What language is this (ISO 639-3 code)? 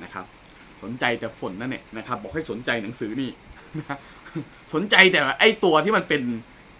tha